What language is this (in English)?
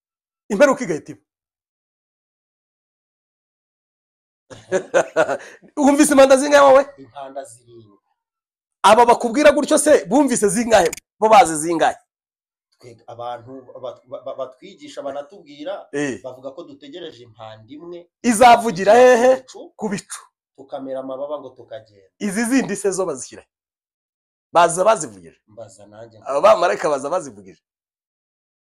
Kinyarwanda